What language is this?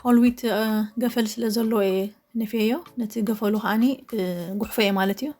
Tigrinya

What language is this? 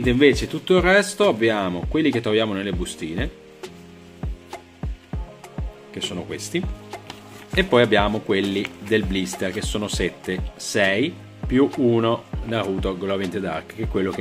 Italian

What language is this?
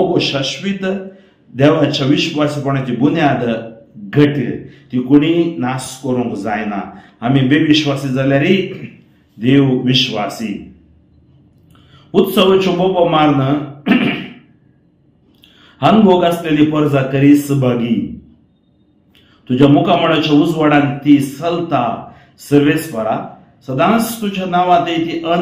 Konkani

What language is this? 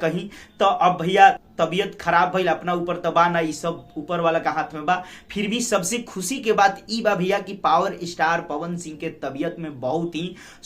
Bhojpuri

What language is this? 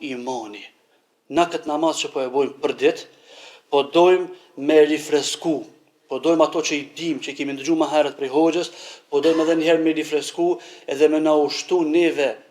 Albanian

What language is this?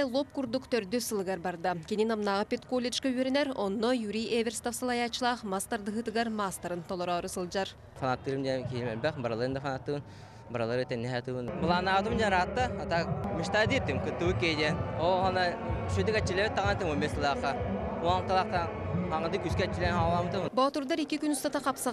Yakut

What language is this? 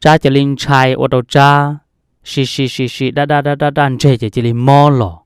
Hmong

